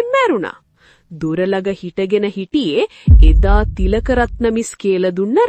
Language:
Sinhala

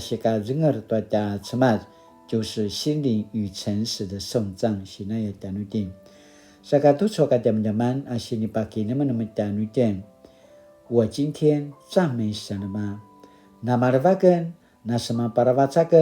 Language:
Paiwan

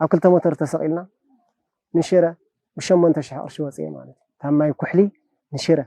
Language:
Tigrinya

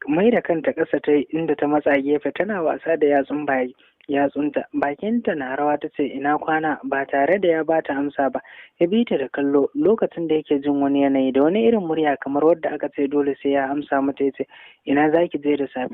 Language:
Hausa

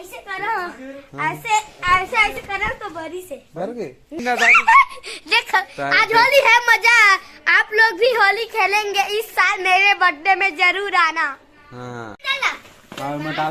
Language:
Chhattisgarhi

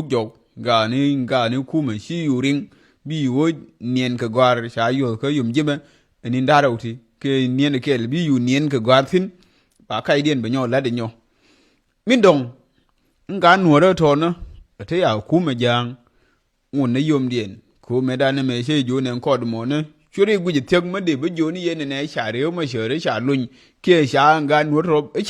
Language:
Nuer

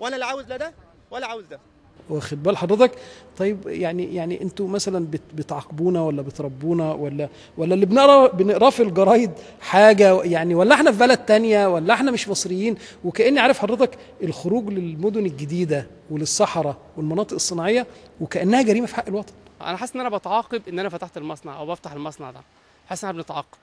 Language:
Egyptian Arabic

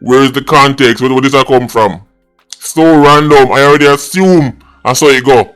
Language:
Jamaican Creole English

